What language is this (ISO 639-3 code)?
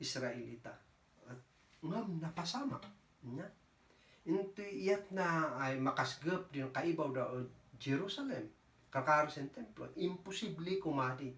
kne